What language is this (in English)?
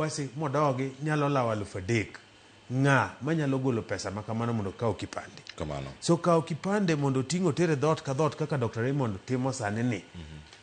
Luo (Kenya and Tanzania)